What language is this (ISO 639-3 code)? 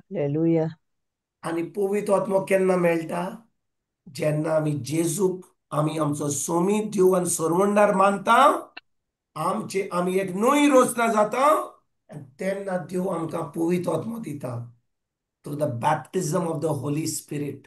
kok